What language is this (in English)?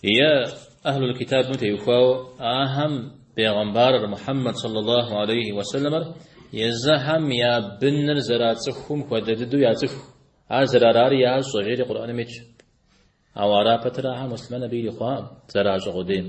Kabardian